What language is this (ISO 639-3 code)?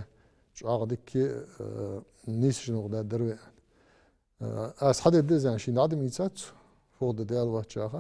inh